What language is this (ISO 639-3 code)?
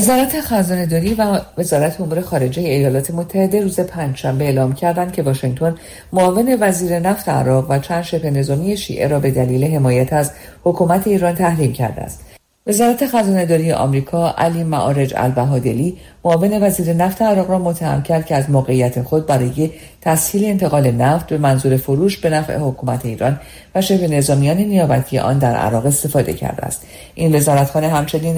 fas